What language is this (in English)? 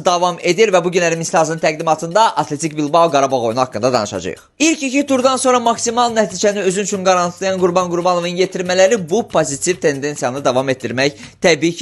Azerbaijani